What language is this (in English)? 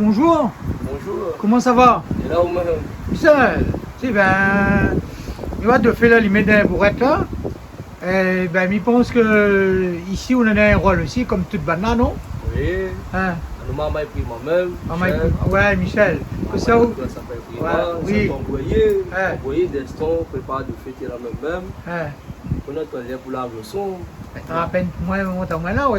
Réunion Creole French